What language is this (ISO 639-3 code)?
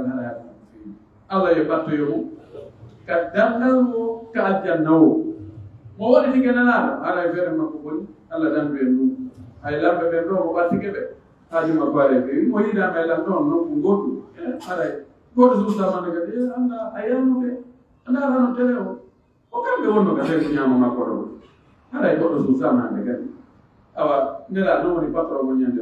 fuf